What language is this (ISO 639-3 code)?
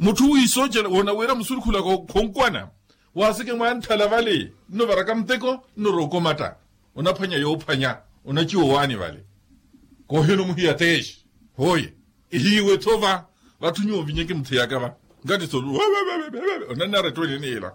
vmw